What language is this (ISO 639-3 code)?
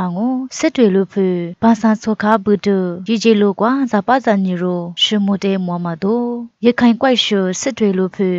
lis